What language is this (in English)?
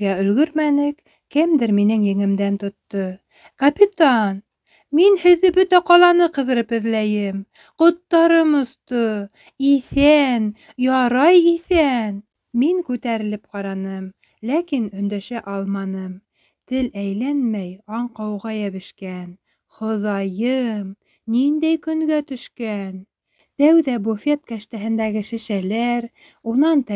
Bashkir